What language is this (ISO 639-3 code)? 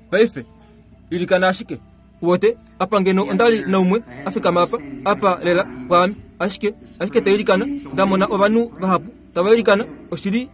kua